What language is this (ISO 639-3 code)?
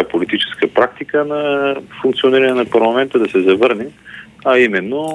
bul